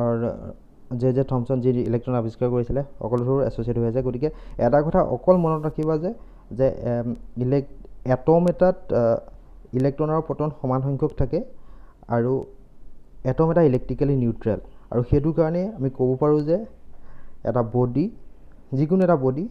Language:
Assamese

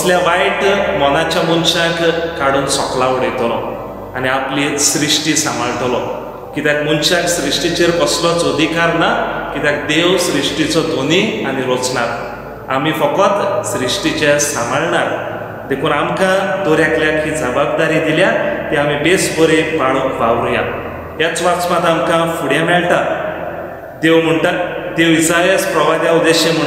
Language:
Konkani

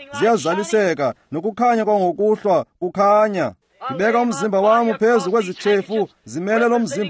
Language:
Xhosa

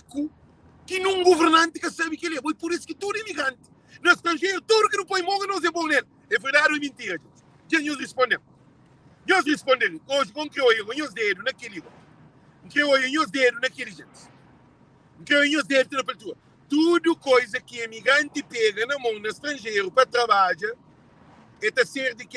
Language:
Kabuverdianu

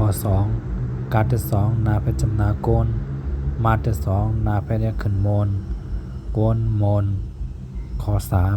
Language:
Shan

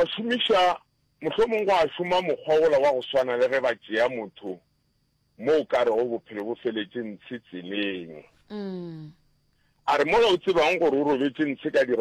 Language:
Northern Sotho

